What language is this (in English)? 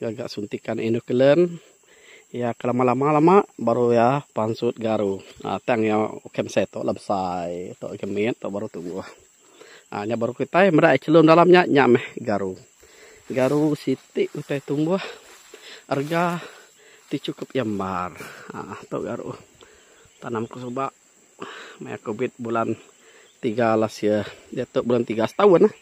Iban